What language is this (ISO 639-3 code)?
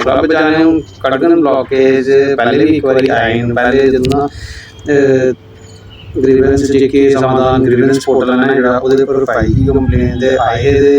doi